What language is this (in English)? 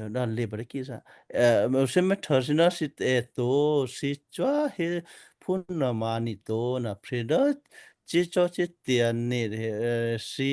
Western Kayah